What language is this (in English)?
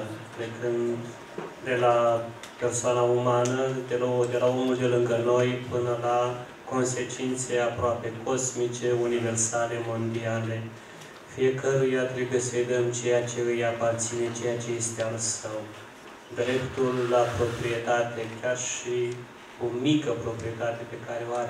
Romanian